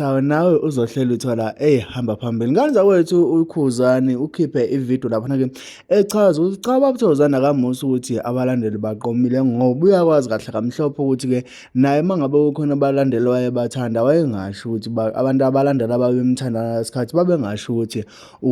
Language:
Zulu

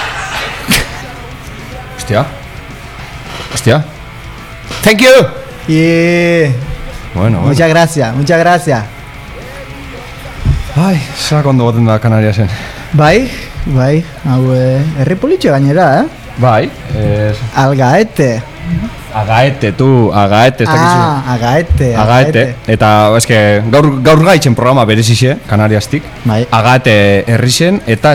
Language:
Basque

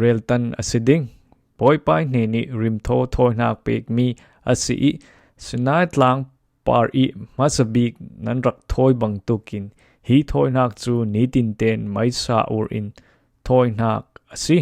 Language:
Falam Chin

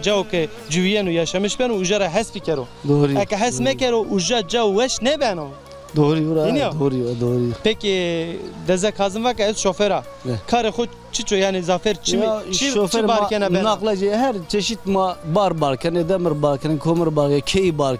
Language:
Zaza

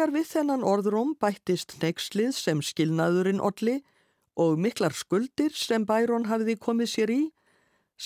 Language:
Icelandic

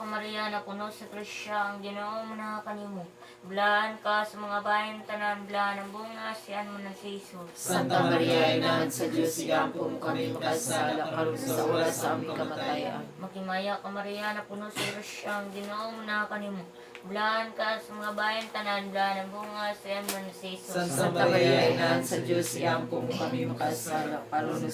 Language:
Cebuano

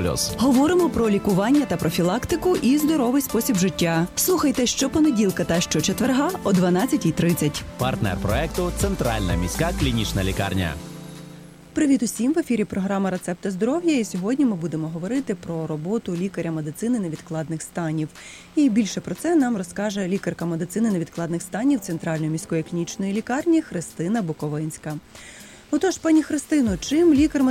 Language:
Ukrainian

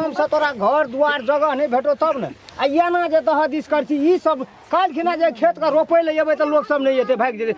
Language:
Maithili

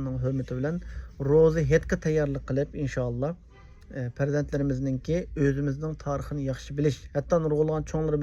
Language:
Uyghur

